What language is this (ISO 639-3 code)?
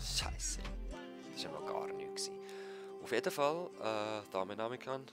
gsw